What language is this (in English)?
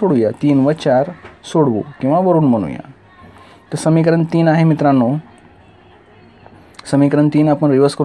Marathi